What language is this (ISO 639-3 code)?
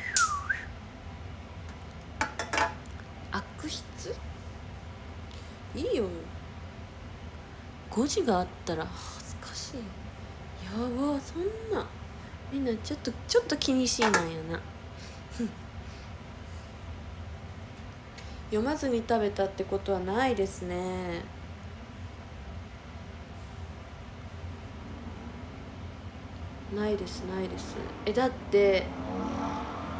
jpn